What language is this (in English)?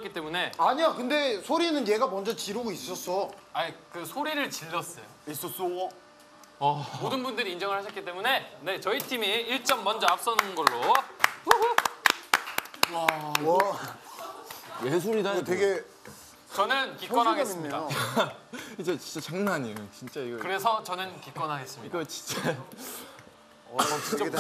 Korean